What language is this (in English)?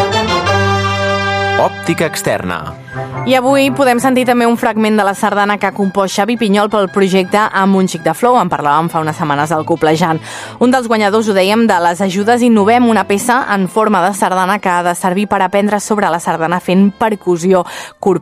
Catalan